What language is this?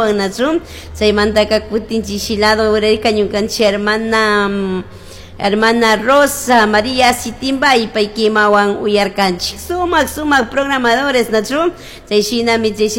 Chimborazo Highland Quichua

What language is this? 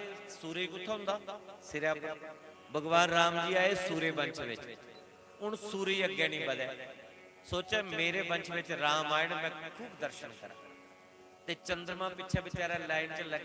Dogri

